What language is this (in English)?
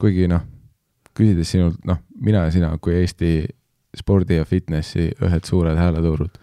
Estonian